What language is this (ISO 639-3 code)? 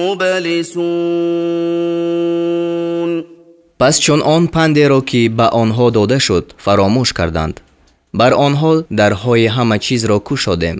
tgk